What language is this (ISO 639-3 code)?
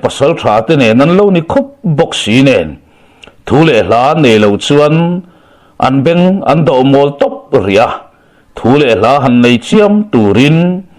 lus